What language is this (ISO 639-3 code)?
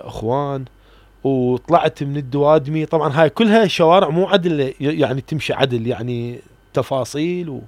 acm